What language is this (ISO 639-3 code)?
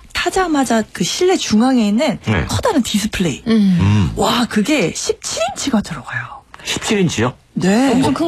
kor